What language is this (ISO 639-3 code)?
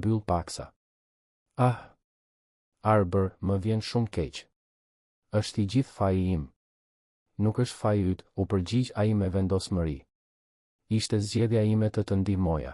sqi